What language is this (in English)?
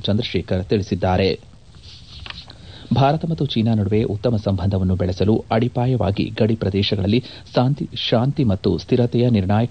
Kannada